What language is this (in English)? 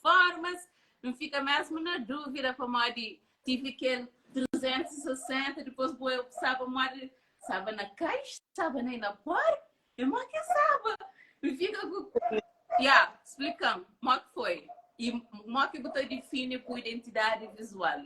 Kabuverdianu